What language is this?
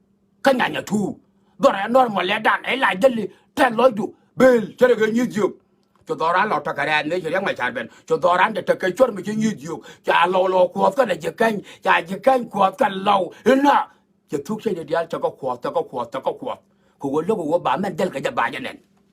Nuer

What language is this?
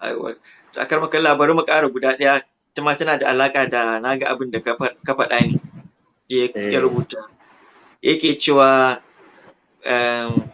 Hausa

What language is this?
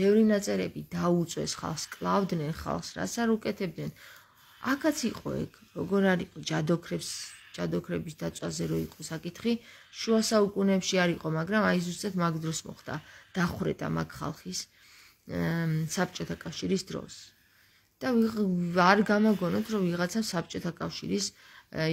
Georgian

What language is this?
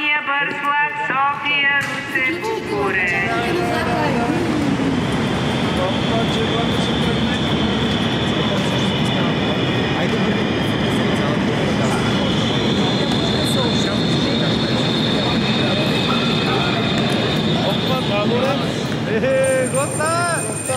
Bulgarian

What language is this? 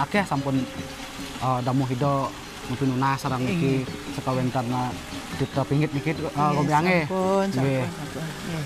Balinese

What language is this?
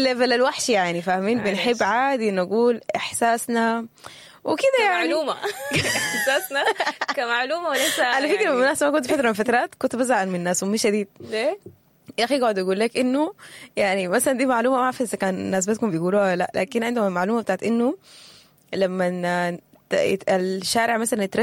Sudanese Arabic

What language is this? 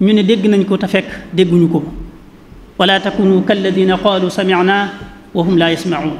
Wolof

